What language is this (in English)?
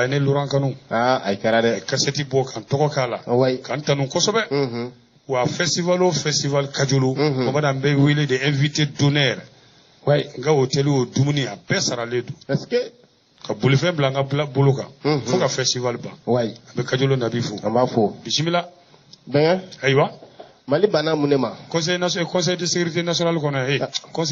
Bambara